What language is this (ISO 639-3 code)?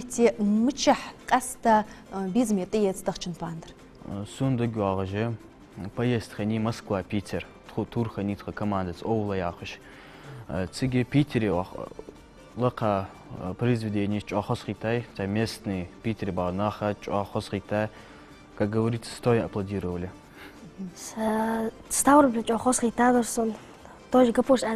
inh